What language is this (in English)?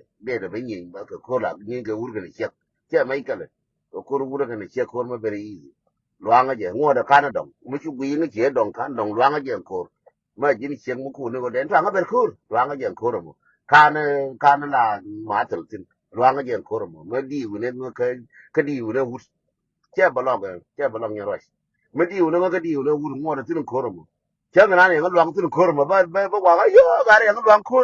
Nuer